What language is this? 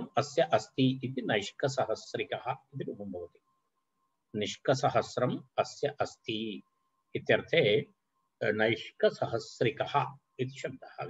Sanskrit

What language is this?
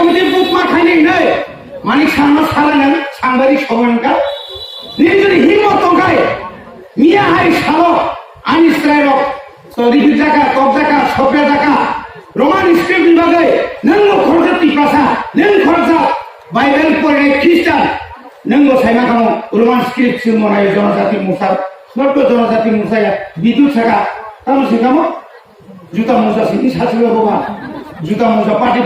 Kok Borok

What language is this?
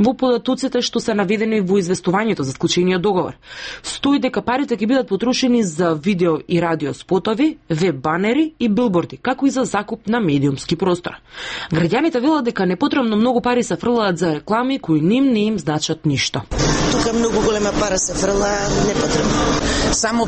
Macedonian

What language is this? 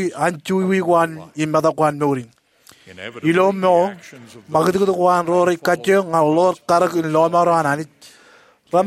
Marshallese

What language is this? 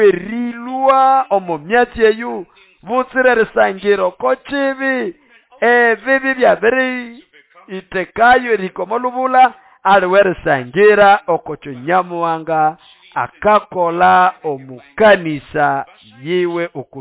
Nande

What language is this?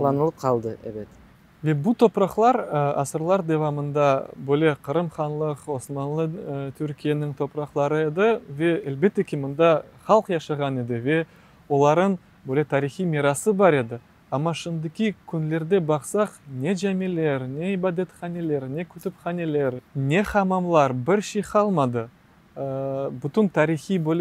Crimean Tatar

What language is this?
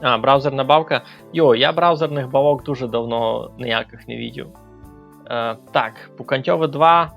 Rusyn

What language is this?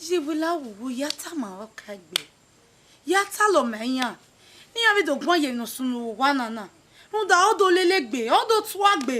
Bini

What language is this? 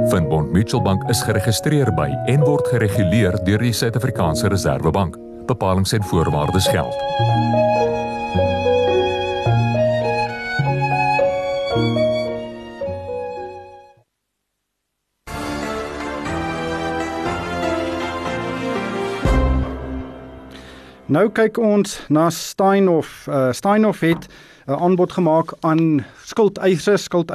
Afrikaans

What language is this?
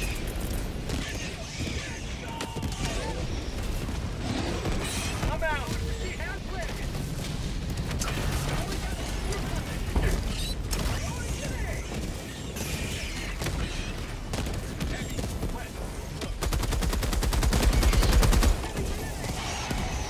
English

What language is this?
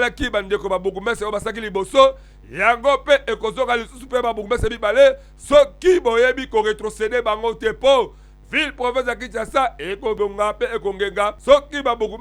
Lingala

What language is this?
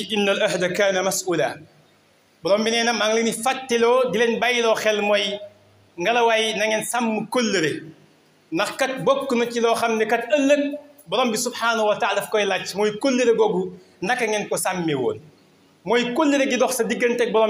Wolof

